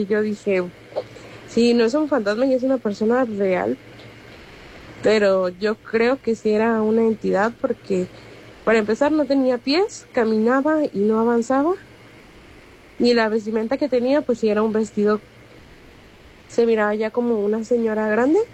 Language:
Spanish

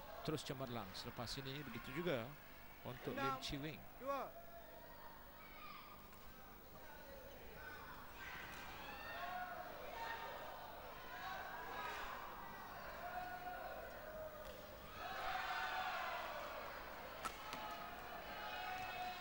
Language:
Malay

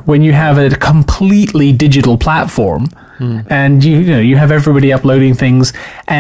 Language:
English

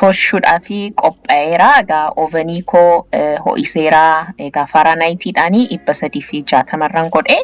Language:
Oromo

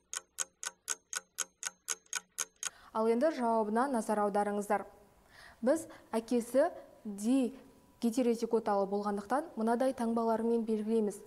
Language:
Kazakh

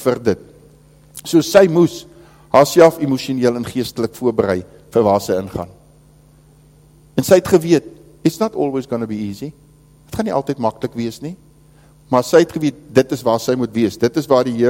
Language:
Afrikaans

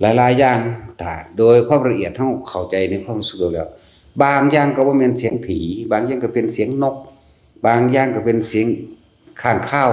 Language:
Northeastern Thai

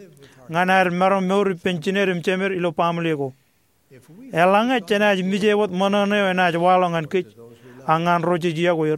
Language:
Marshallese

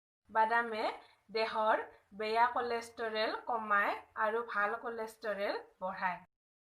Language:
Assamese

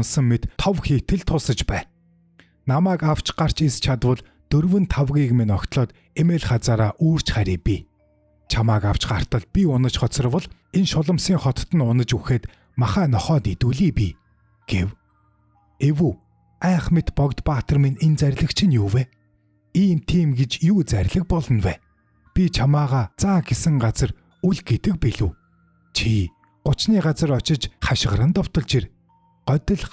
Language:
Mongolian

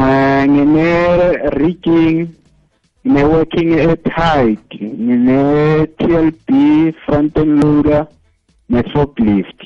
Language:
South Ndebele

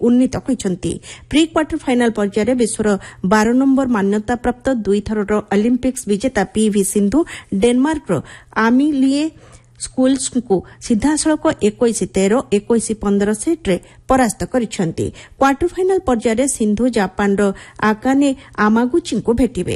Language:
Odia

